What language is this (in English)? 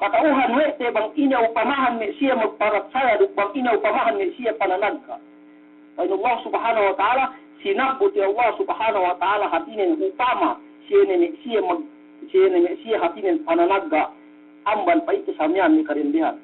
Yakan